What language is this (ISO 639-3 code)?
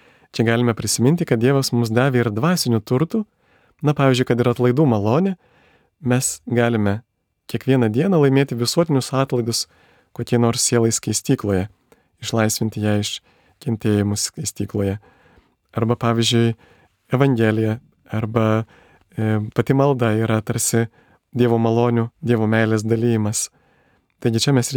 lit